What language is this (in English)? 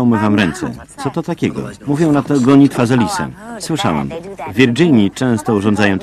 Polish